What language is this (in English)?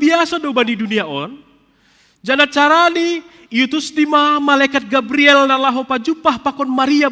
Batak Simalungun